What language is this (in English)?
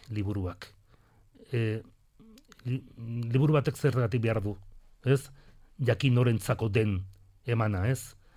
Basque